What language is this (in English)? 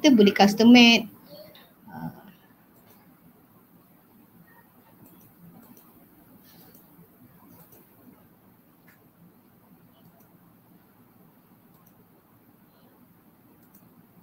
Malay